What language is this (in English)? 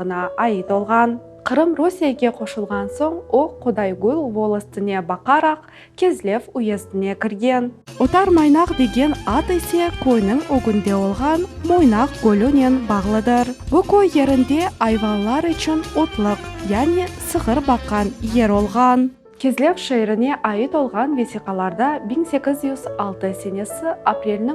Crimean Tatar